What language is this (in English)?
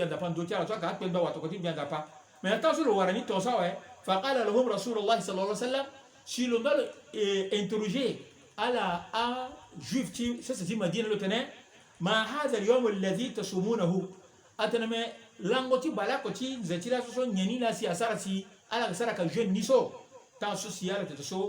Sango